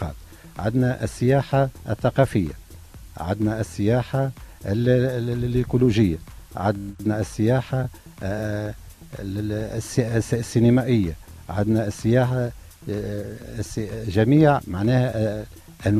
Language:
Tunisian Arabic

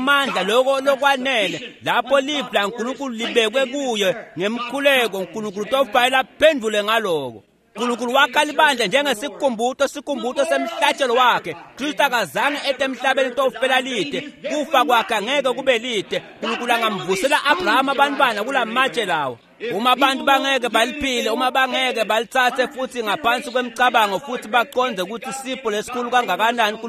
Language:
Swati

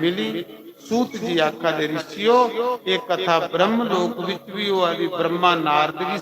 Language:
Dogri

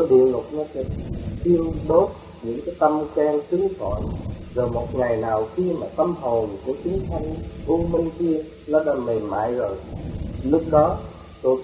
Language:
Vietnamese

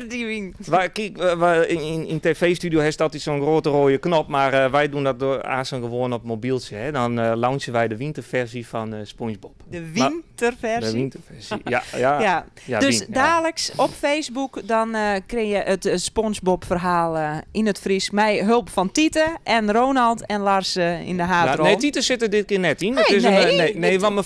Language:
Western Frisian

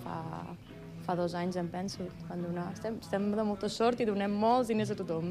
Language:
Catalan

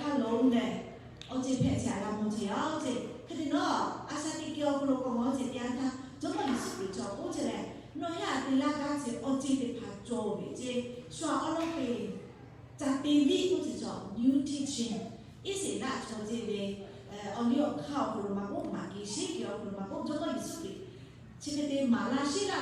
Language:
Lahu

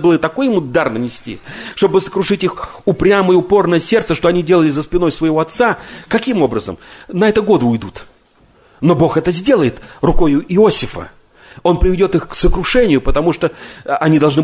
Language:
Russian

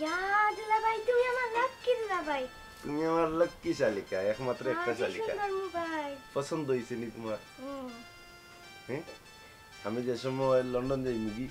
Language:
Sylheti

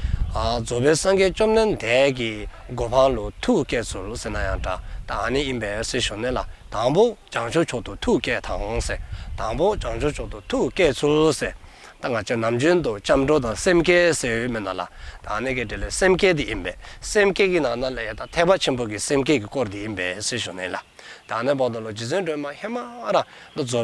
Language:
Dzongkha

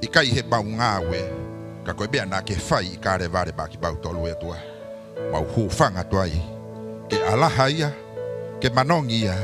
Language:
Tongan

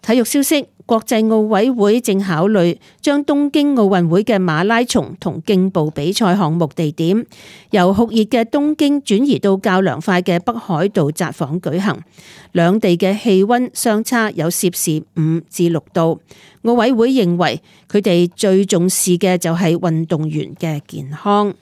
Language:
Cantonese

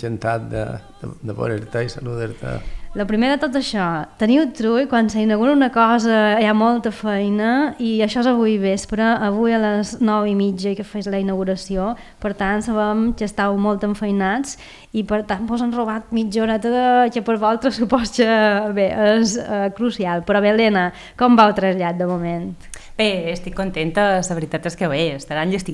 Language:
Catalan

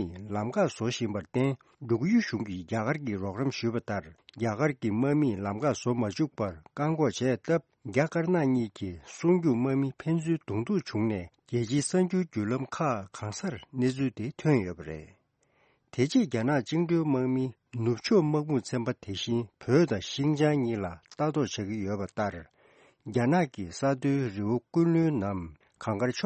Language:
Tibetan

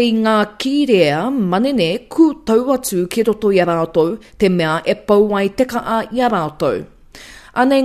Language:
Māori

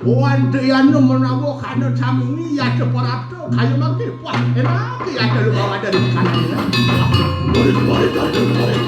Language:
Balinese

